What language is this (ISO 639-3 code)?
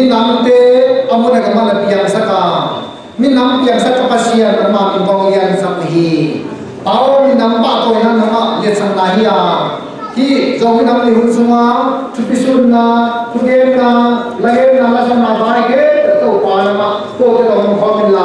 ctd